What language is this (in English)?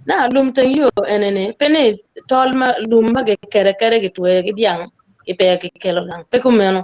Acoli